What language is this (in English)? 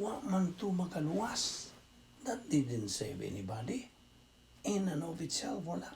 Cebuano